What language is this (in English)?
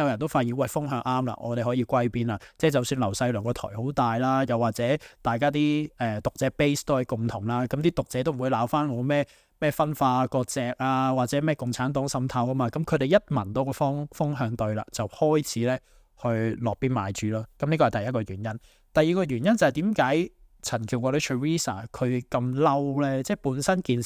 Cantonese